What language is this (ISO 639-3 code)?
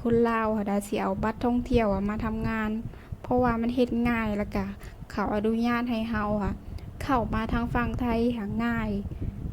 lao